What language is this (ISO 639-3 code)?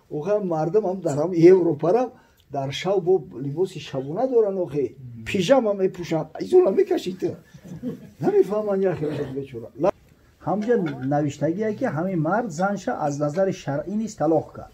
tgk